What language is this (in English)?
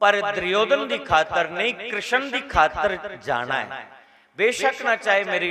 Dogri